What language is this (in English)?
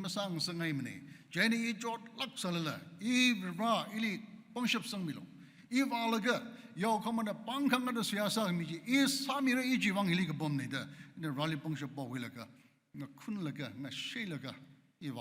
Tangkhul Naga (India)